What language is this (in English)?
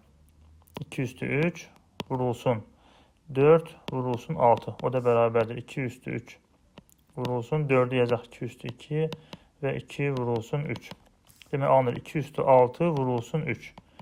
Azerbaijani